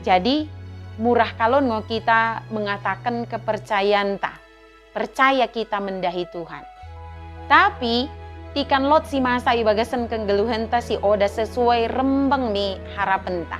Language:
Batak Dairi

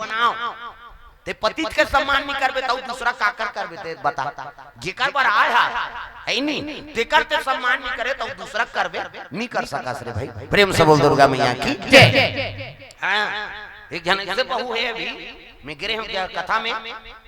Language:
Chhattisgarhi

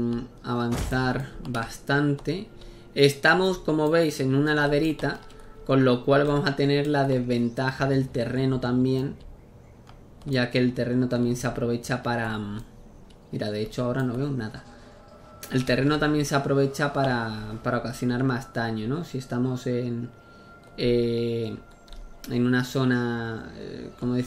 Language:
Spanish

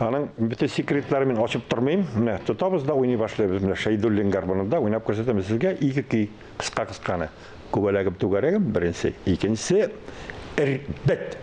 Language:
Tatar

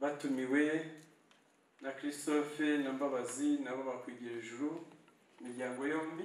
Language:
Kinyarwanda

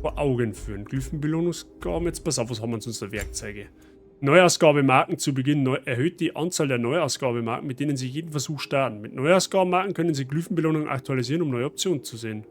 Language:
Bavarian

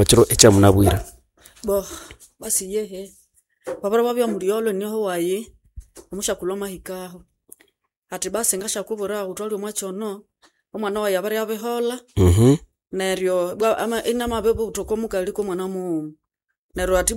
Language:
Nande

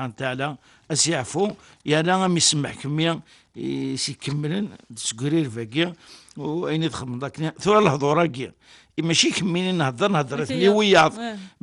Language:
Kabyle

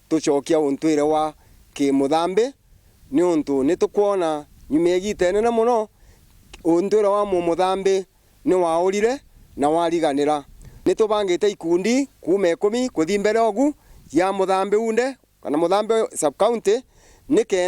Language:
Meru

